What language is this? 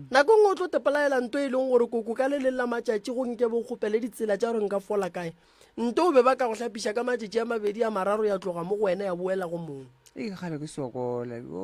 Northern Sotho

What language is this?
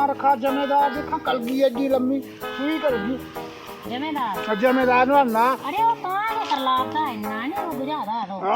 Dogri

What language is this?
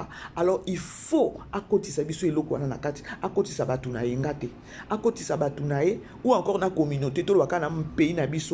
Lingala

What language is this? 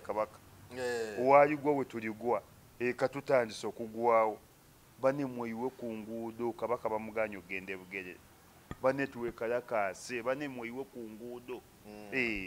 Ganda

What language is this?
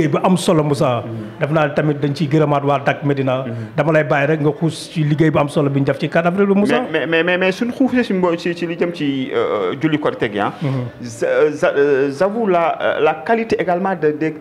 Wolof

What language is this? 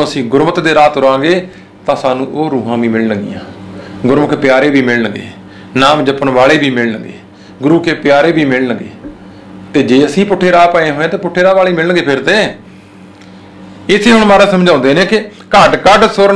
Punjabi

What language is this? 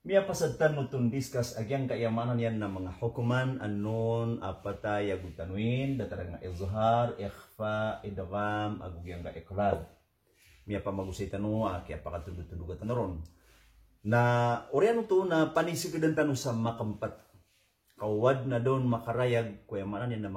Maranao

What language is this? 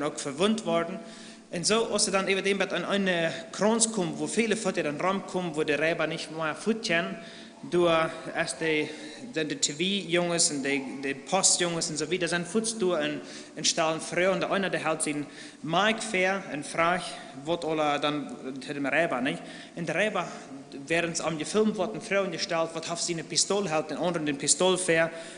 Plautdietsch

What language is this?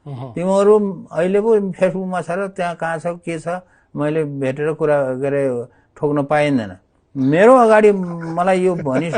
Nepali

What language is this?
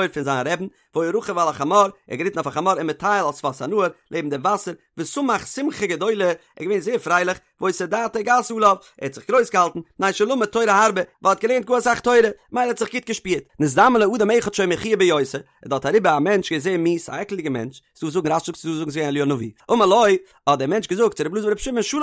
Yiddish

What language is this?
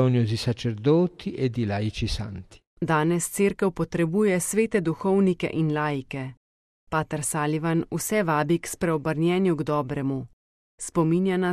Slovenian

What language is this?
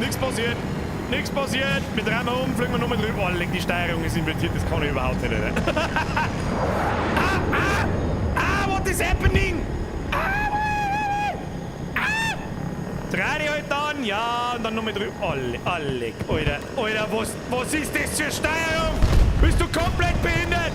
Bavarian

